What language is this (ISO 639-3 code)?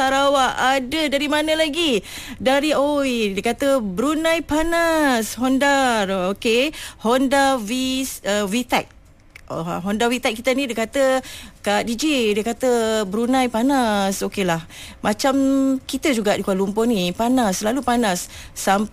msa